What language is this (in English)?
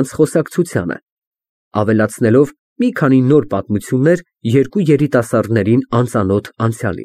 Armenian